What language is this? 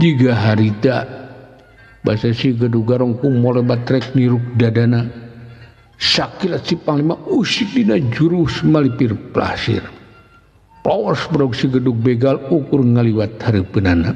Sundanese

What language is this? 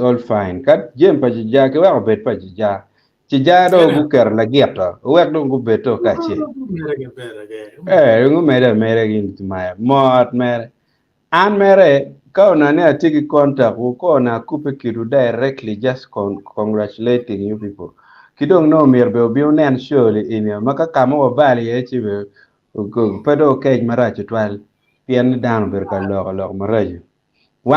Acoli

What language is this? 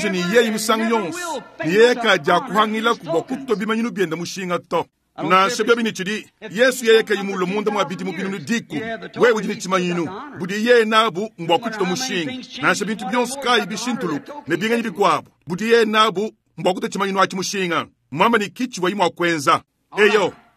Luba-Lulua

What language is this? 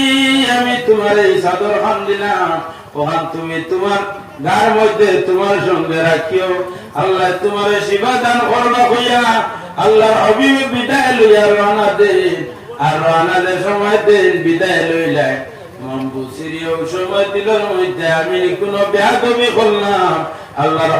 Sylheti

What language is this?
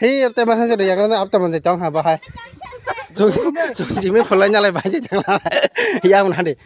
Kok Borok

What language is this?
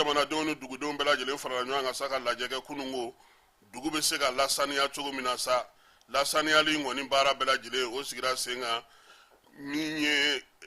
Bambara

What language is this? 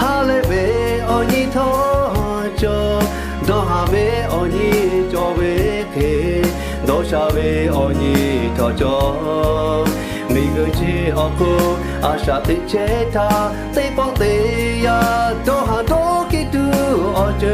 Lahu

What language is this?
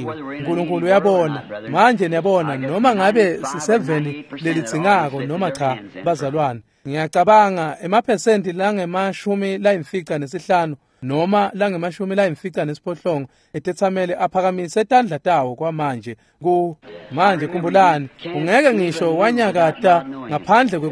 Swati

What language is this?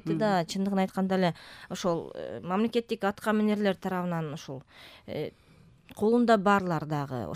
Kyrgyz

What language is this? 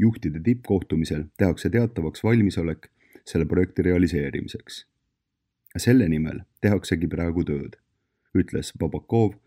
Estonian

